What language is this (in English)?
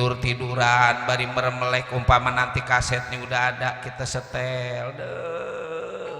Betawi